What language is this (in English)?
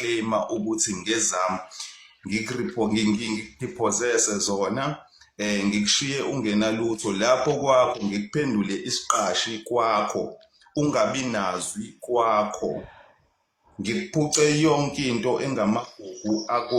Zulu